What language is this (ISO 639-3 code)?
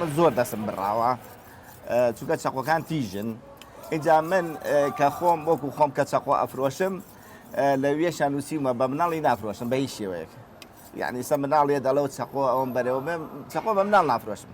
ckb